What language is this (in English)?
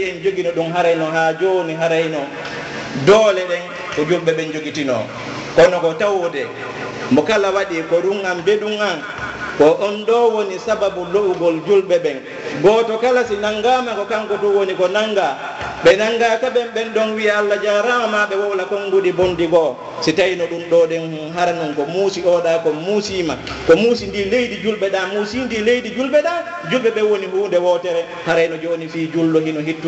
Fula